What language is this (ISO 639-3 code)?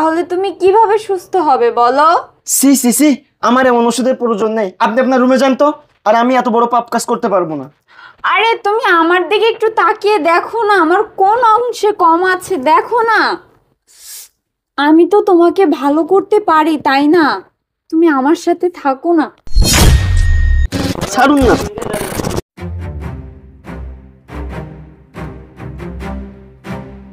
ben